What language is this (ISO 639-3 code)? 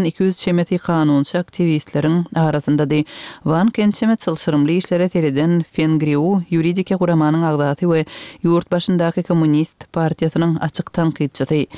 kir